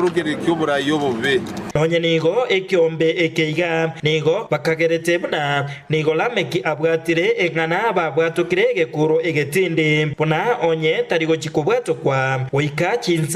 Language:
Gusii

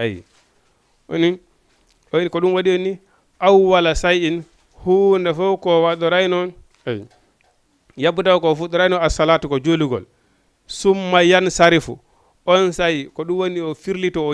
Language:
Fula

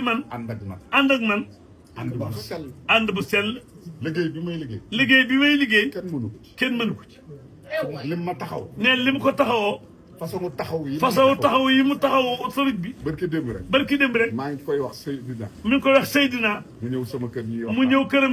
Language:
Wolof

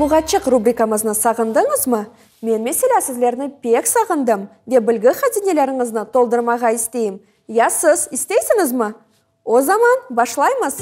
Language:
Crimean Tatar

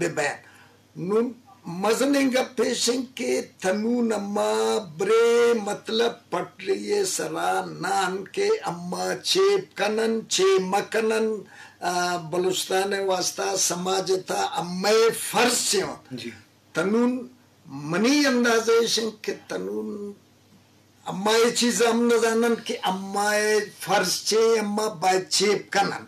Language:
Eastern Balochi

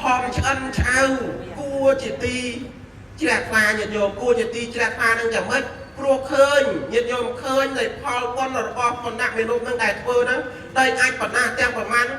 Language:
Khmer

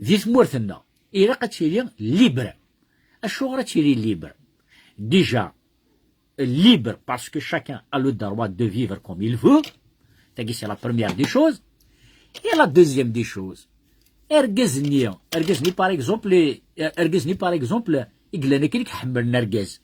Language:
Kabyle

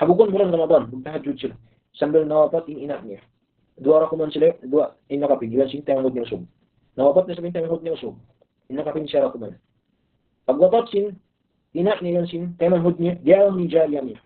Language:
Tausug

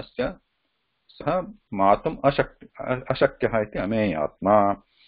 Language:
Sanskrit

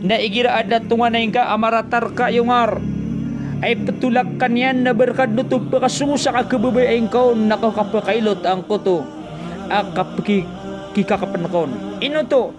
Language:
Maranao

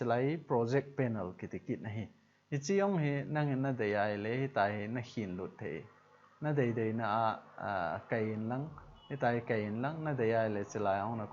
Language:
Thado Chin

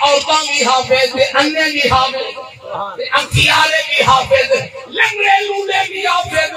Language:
Saraiki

